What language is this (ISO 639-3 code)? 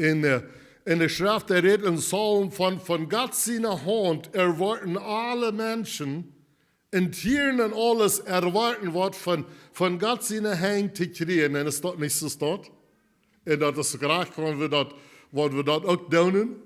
pdt